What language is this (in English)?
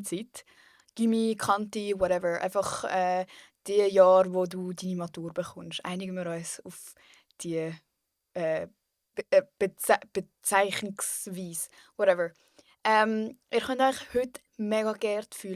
Swiss German